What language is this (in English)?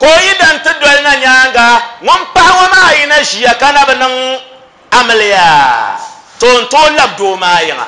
Dagbani